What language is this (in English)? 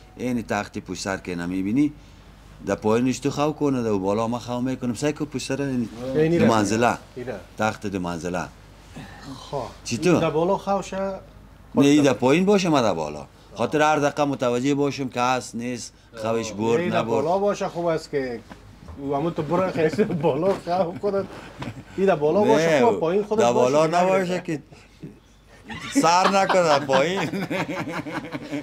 Persian